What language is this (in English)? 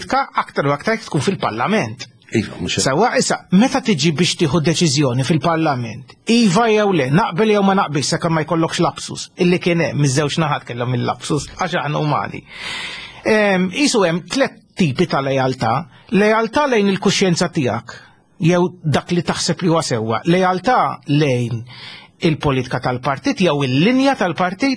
Maltese